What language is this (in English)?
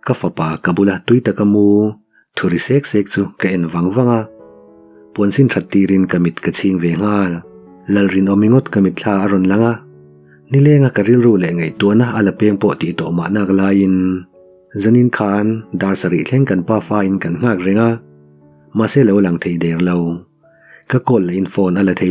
Mizo